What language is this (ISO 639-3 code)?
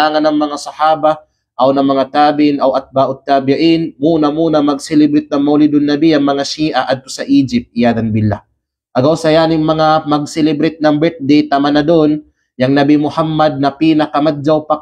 kqe